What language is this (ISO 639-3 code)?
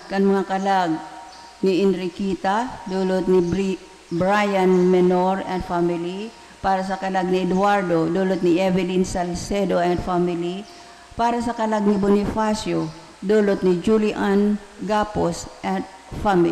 bik